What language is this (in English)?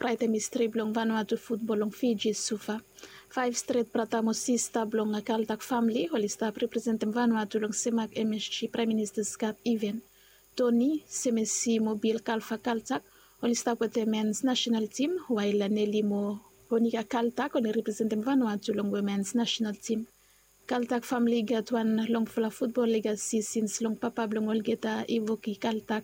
Bislama